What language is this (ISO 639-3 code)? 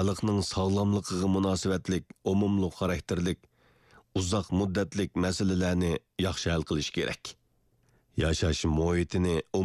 uig